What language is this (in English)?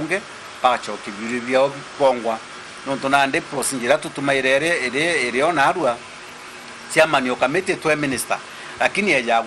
Meru